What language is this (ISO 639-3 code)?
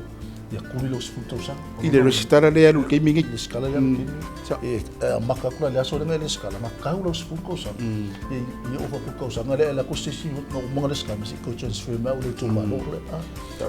smo